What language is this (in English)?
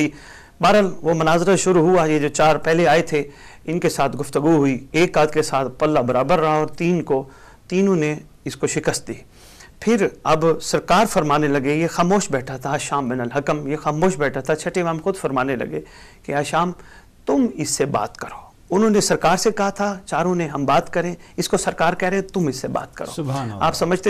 Urdu